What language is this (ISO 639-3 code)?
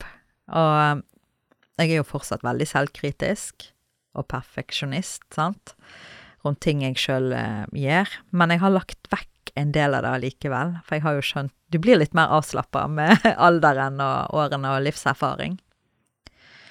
nor